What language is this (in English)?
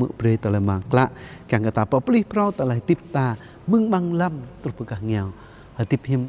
Jarai